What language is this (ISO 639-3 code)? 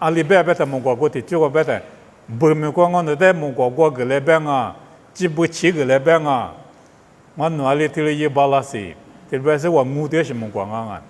lis